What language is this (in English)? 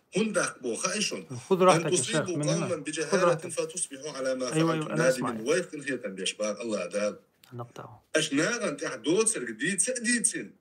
Chechen